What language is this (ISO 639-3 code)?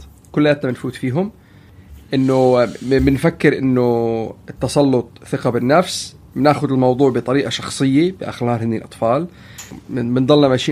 apc